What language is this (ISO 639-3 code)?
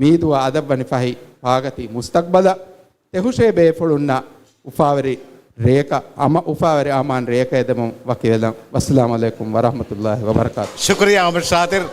div